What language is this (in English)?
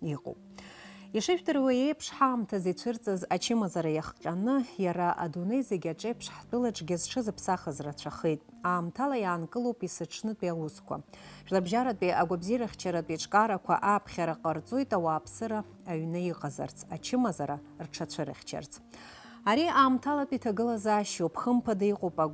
Abkhazian